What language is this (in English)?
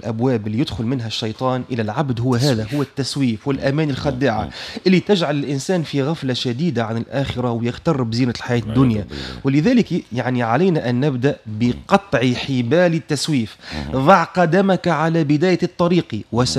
Tunisian Arabic